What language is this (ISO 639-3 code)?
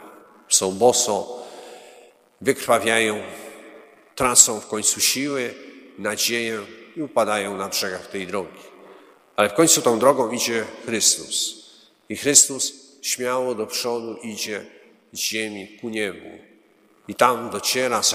pol